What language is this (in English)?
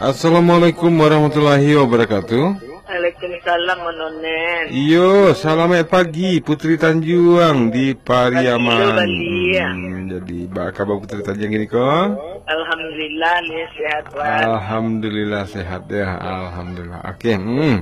Minangkabau